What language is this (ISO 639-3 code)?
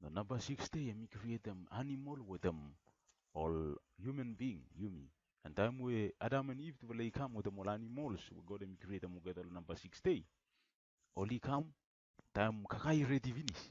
bis